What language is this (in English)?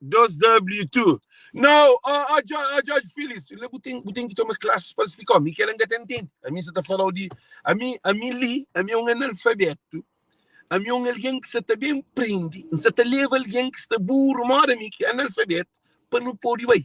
Kabuverdianu